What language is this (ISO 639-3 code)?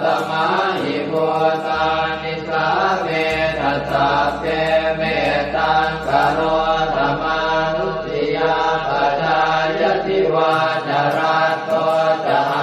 pli